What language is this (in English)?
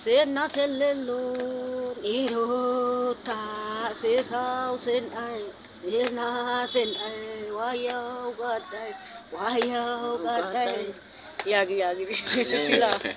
Wolaytta